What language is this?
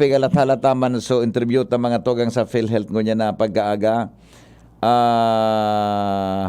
Bikol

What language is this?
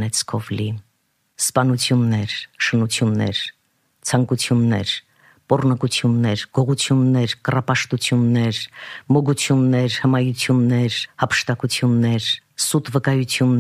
Armenian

